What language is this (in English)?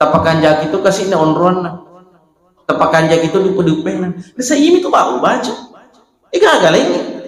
Buginese